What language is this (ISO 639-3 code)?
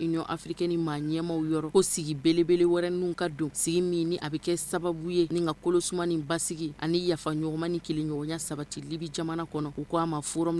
bam